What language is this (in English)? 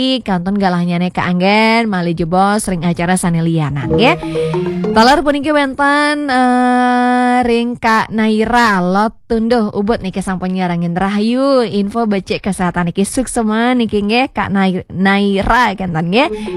Balinese